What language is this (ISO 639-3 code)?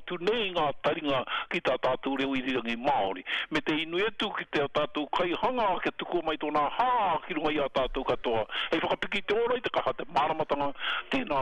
mri